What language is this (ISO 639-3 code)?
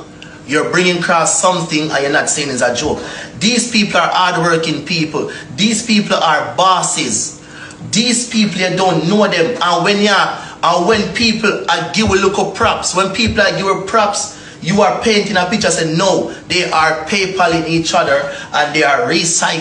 jam